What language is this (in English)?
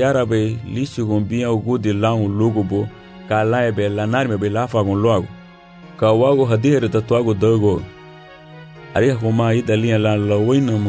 Garifuna